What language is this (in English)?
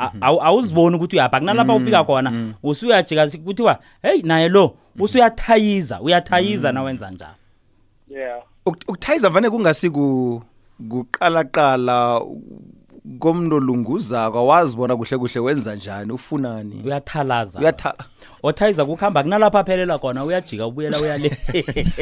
South Ndebele